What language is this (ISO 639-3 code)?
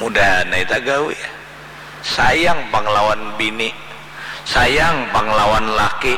bjn